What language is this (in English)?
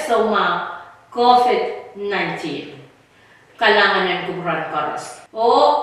Pohnpeian